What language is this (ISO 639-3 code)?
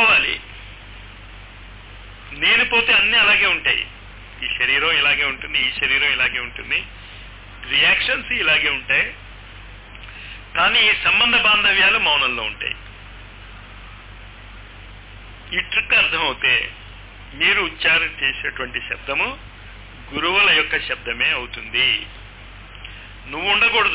tel